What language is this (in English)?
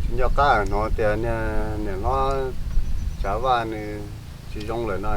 Hmong